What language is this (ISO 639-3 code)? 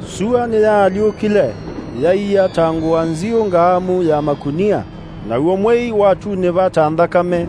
kam